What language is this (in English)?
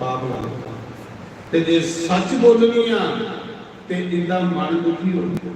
Dogri